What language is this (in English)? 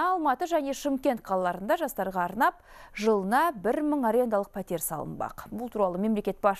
Kazakh